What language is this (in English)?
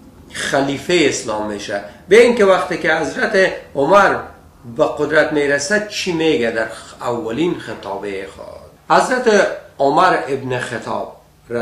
Persian